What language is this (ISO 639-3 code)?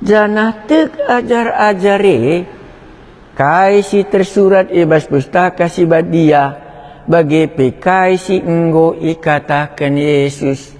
btx